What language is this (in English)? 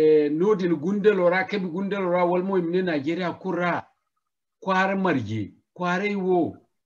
Zarma